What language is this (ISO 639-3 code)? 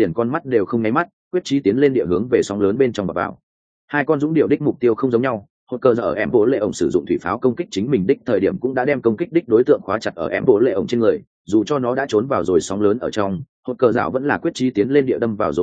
vie